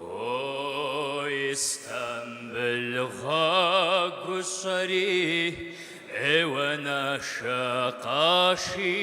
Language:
Kabardian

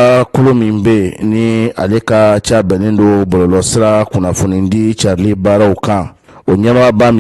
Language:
Bambara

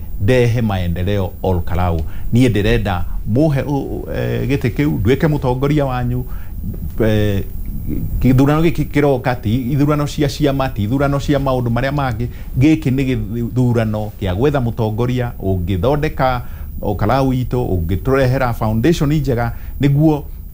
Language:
Kikuyu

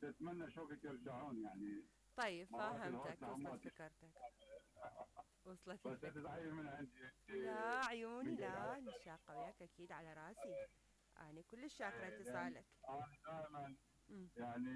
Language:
Mesopotamian Arabic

